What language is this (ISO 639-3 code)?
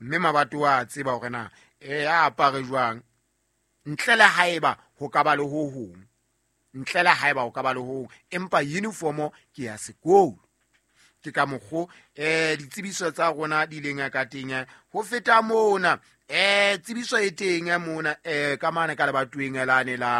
sot